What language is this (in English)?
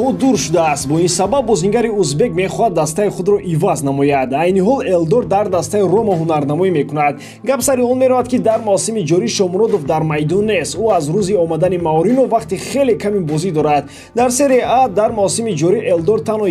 Tajik